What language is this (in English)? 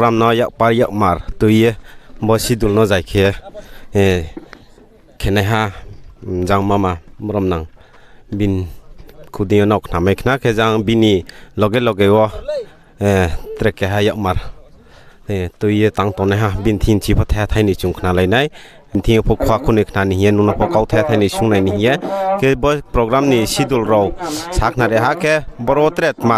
Riang (India)